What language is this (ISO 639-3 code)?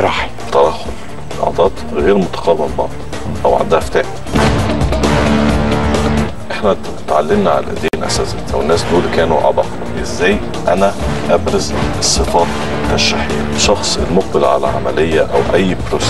arz